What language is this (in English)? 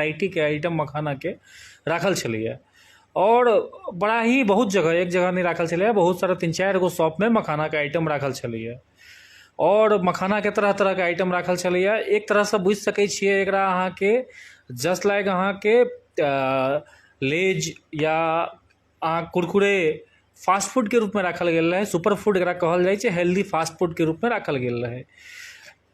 Maithili